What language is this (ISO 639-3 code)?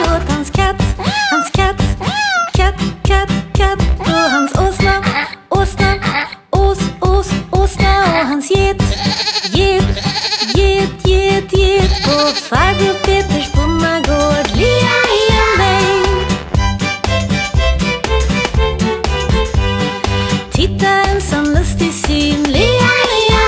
swe